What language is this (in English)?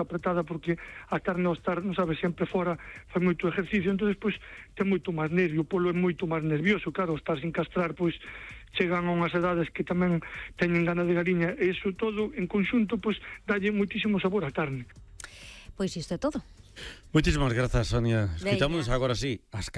Galician